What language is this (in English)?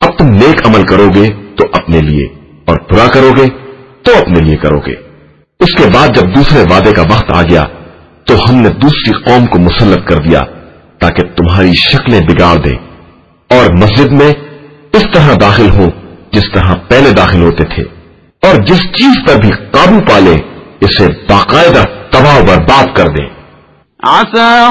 Urdu